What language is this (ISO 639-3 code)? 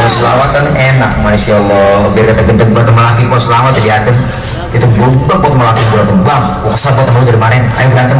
bew